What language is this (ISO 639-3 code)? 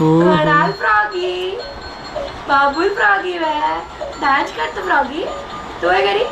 kok